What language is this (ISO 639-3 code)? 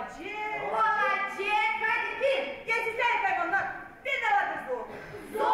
gag